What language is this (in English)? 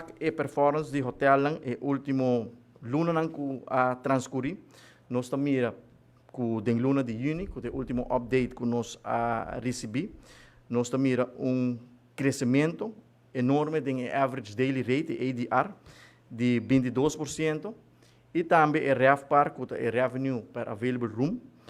Papiamento